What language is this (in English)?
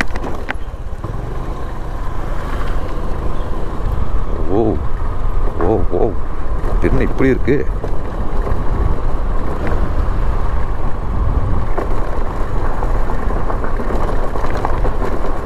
Tamil